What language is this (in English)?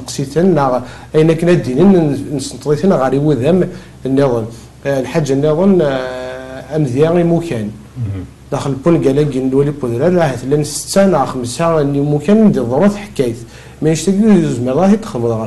Kabyle